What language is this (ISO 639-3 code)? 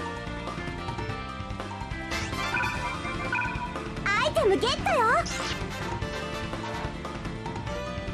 jpn